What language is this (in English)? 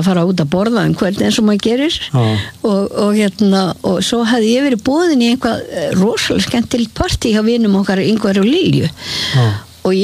Icelandic